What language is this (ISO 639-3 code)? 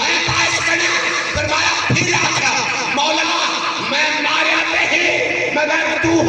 skr